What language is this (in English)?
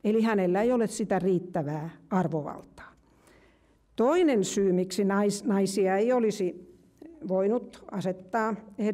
Finnish